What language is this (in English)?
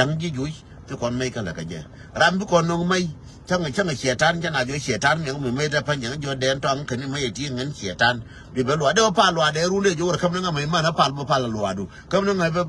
Nuer